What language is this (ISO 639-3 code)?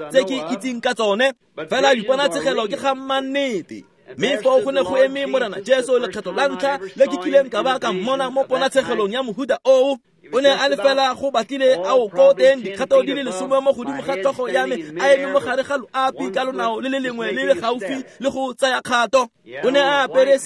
tsn